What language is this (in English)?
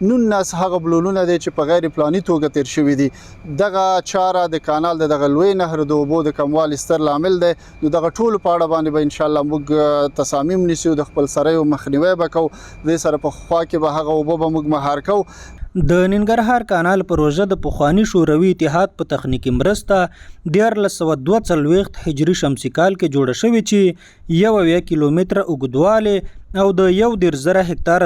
Pashto